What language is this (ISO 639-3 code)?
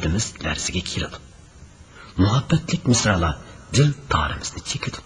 uig